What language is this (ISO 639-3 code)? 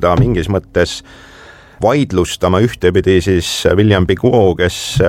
est